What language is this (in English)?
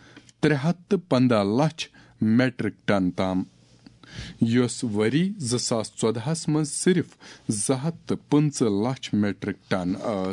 Kashmiri